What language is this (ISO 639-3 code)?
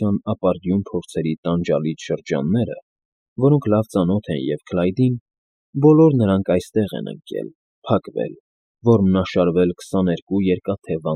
hye